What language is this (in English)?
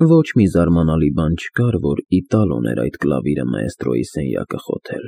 Armenian